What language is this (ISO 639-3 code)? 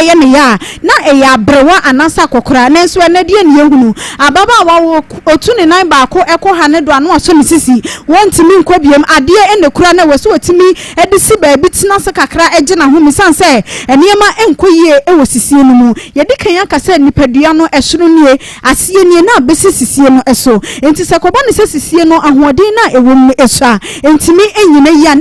aka